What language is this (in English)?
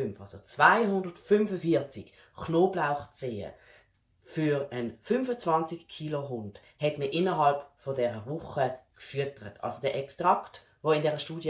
Swiss German